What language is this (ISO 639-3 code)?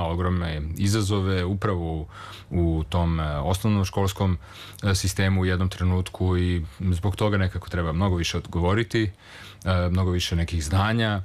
srp